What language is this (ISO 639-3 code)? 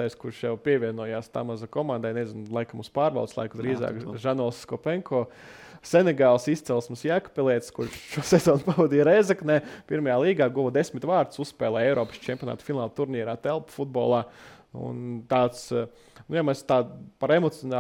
lav